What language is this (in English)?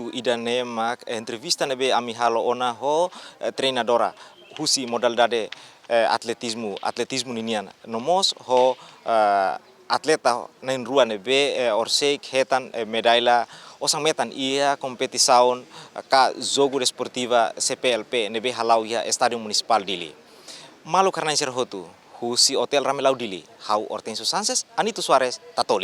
Tetum